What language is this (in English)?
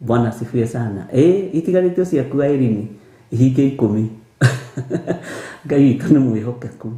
Kikuyu